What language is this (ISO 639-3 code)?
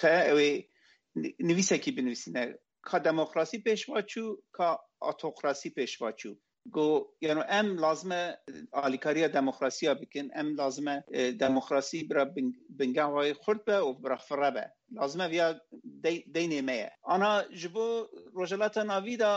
kur